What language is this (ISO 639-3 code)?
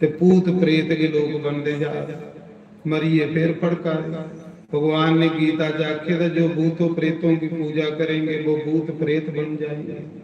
doi